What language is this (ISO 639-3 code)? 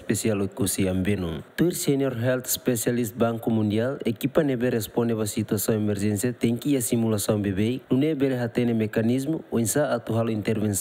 tet